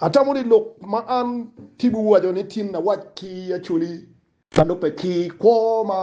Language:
Acoli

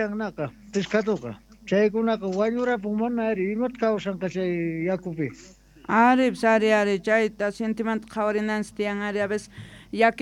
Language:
South Bolivian Quechua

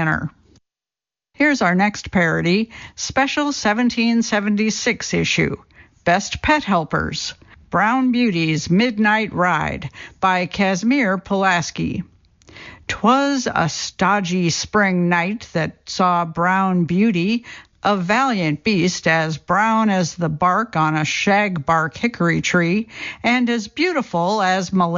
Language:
English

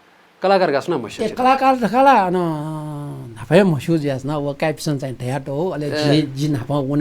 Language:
Newari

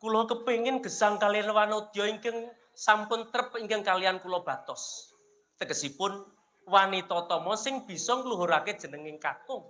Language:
Javanese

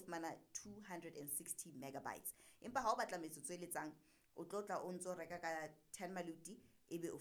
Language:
Southern Sotho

